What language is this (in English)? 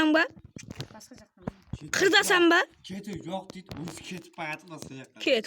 Kara-Kalpak